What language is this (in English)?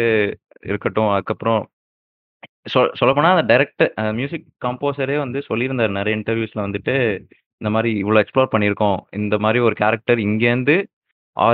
Tamil